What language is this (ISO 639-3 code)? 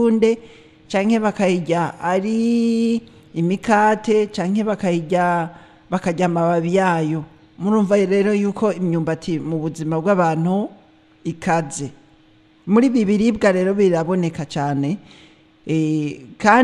run